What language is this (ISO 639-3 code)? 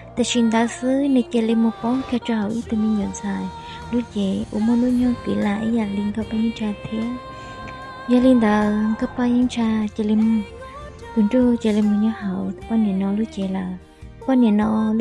hmn